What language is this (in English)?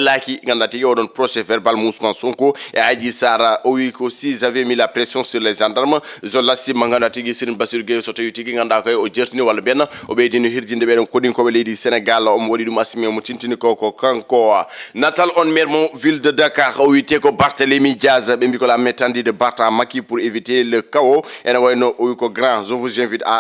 Fula